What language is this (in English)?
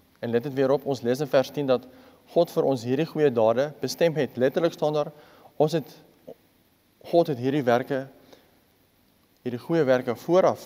Afrikaans